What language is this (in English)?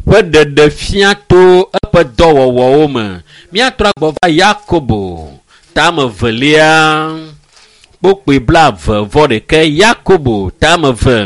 Ewe